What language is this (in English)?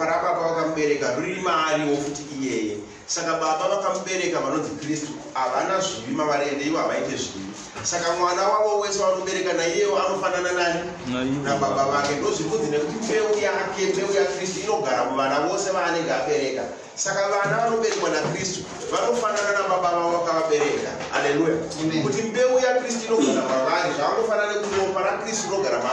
Shona